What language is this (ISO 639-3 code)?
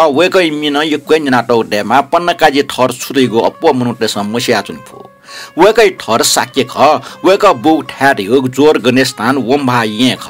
new